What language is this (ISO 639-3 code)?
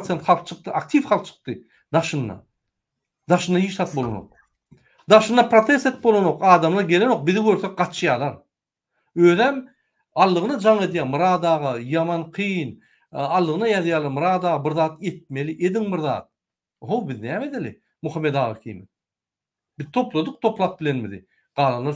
tuk